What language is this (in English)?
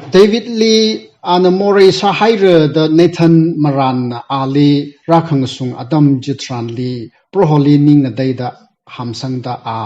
Tangkhul Naga (India)